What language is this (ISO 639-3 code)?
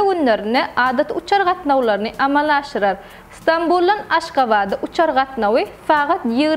tuk